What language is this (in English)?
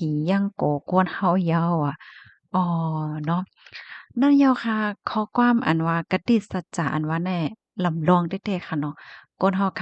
Shan